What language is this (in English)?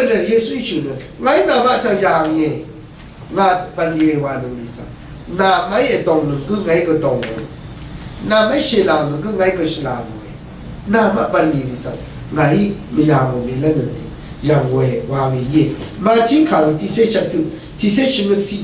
Rawang